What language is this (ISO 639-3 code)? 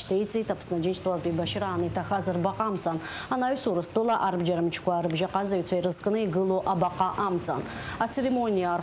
abk